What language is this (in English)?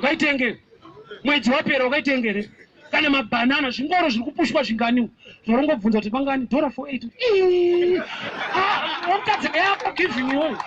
Shona